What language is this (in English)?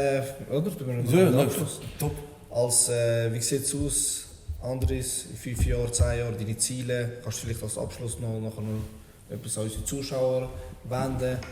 Swiss German